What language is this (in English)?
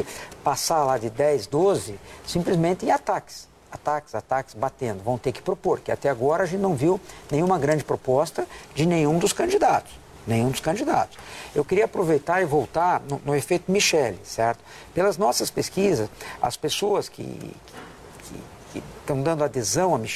Portuguese